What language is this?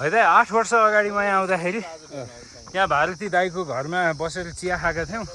Nepali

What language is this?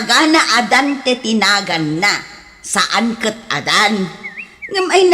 Iloko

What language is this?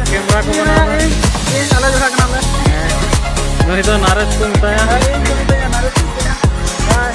Santali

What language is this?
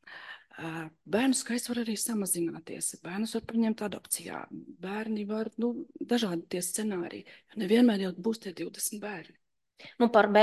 Latvian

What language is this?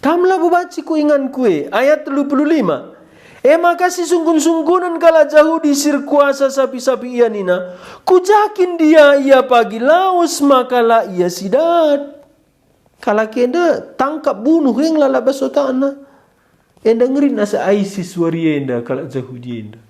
Batak Karo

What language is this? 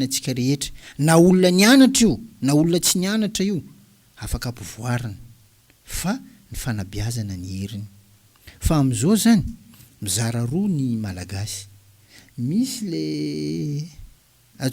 Malagasy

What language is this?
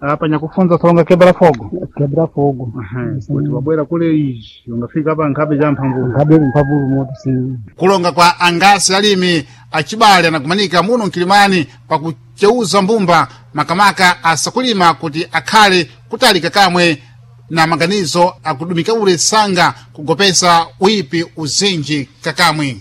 Sena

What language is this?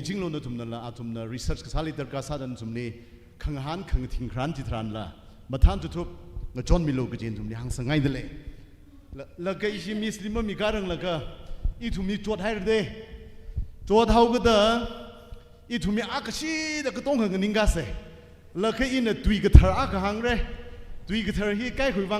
Tangkhul Naga (India)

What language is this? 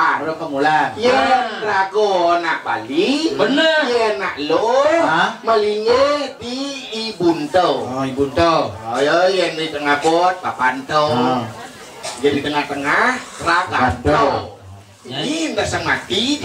Balinese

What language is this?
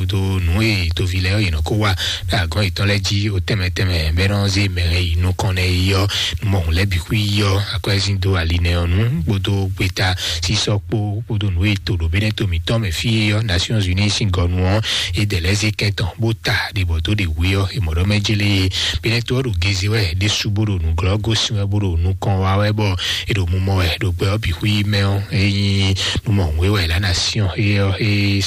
Fon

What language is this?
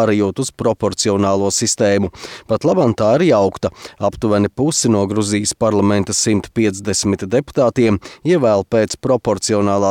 Latvian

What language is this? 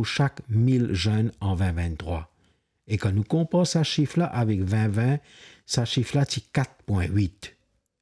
Morisyen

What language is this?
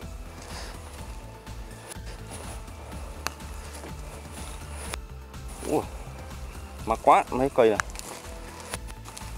Vietnamese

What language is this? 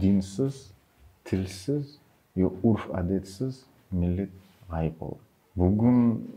Crimean Tatar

